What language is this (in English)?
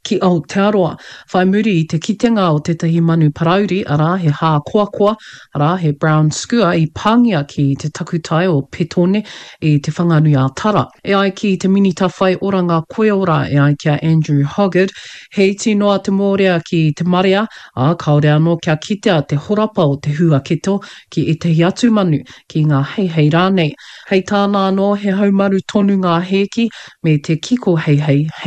Māori